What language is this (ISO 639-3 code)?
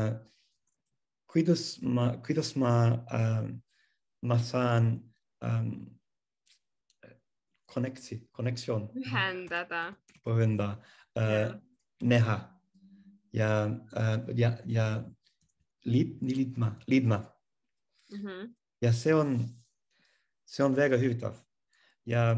est